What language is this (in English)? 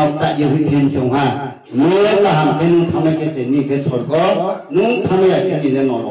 Riang (India)